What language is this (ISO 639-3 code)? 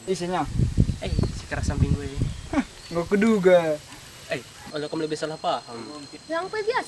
btx